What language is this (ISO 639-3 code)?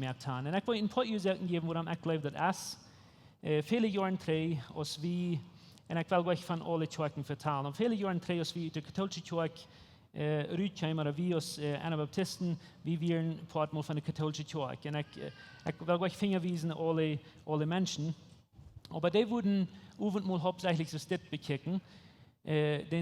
pdt